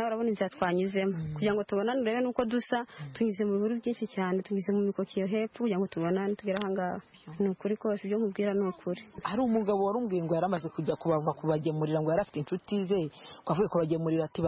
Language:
Kinyarwanda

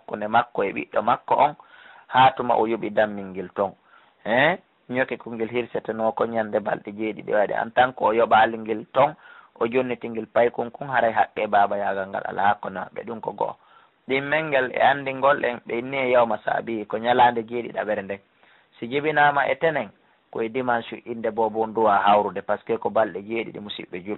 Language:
Fula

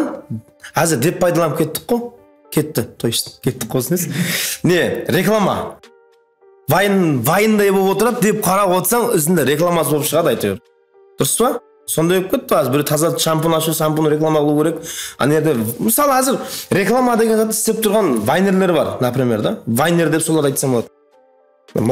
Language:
Kara-Kalpak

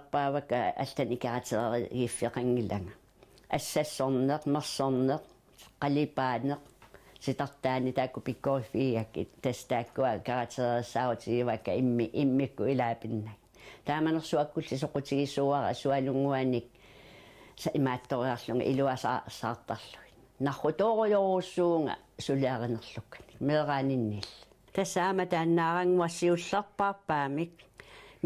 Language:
Kalaallisut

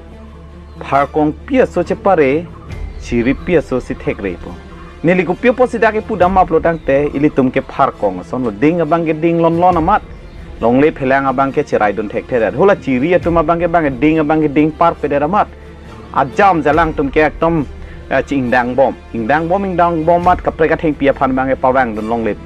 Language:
Karbi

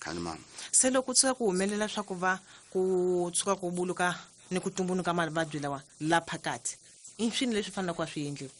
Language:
Tsonga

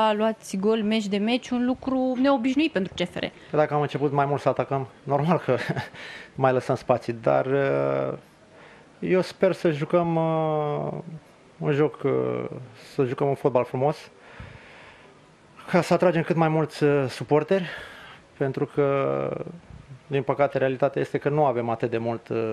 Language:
Romanian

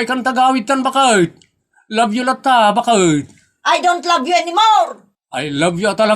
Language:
Iloko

